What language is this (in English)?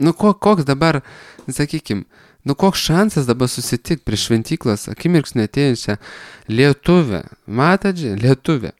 Lithuanian